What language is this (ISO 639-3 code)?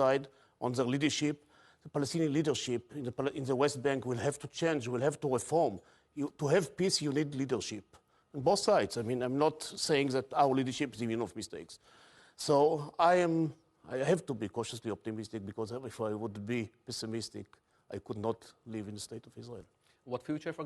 eng